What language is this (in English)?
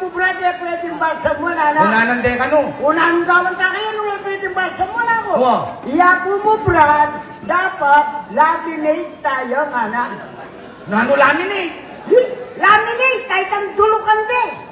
Pampanga